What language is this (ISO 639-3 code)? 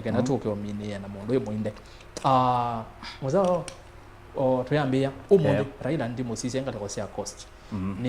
kam